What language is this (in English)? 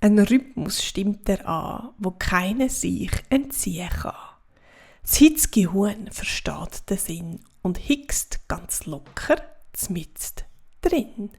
Swiss German